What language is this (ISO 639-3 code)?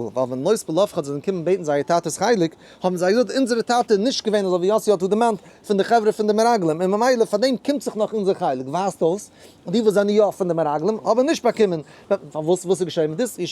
yid